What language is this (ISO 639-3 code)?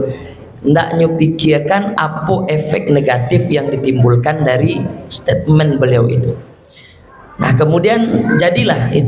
min